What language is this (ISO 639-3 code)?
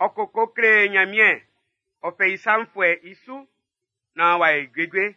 bci